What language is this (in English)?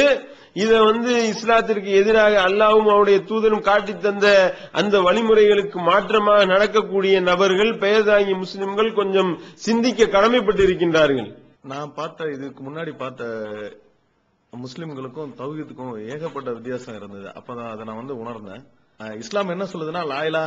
Tamil